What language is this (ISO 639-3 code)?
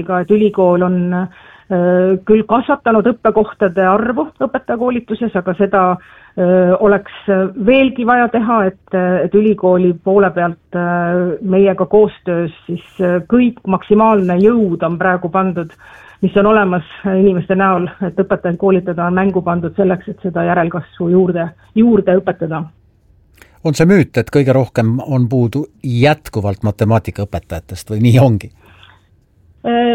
est